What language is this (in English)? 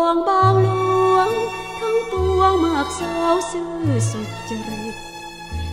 Thai